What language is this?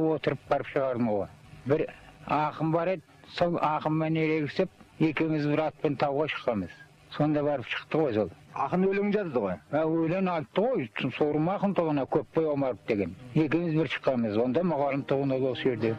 Kazakh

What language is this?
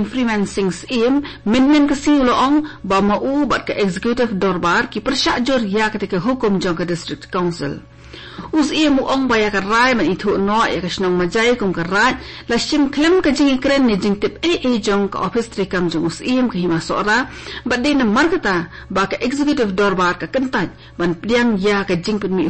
Khasi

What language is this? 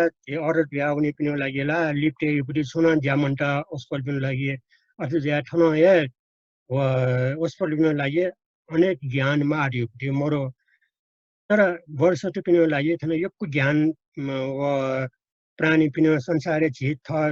Newari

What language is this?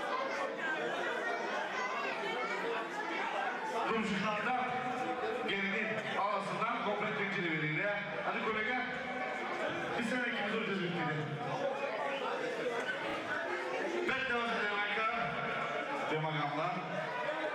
Turkish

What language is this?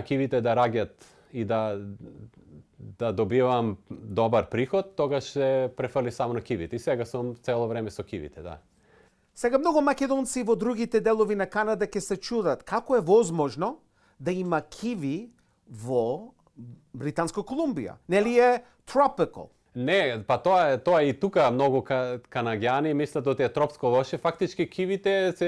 Macedonian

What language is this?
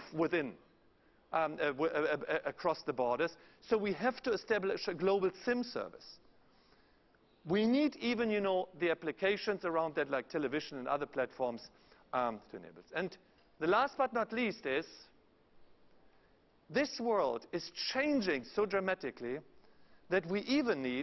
English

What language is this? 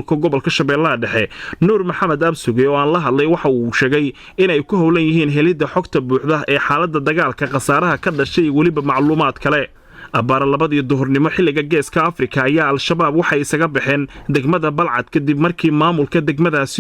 Somali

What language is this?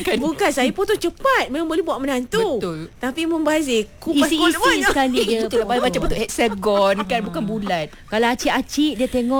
Malay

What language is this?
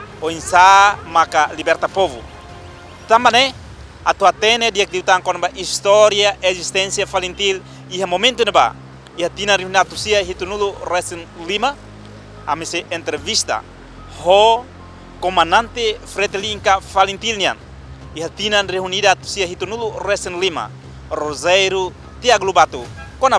Tetum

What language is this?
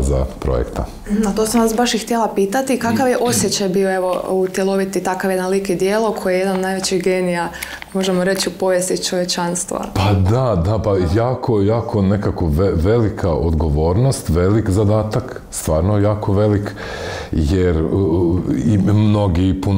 Croatian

